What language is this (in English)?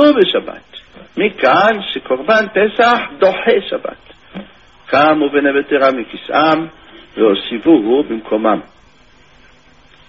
Hebrew